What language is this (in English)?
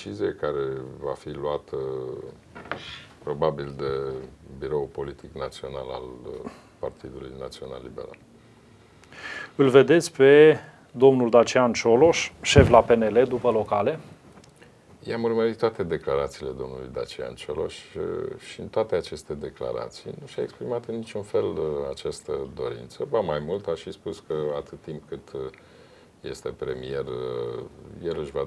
Romanian